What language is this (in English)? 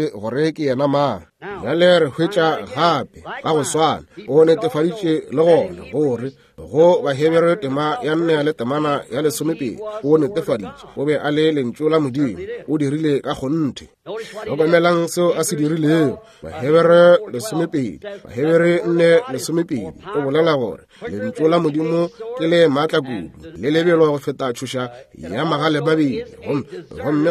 Northern Sotho